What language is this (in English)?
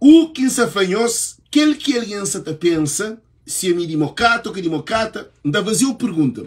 Kabuverdianu